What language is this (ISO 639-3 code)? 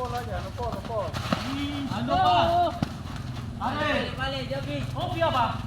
abs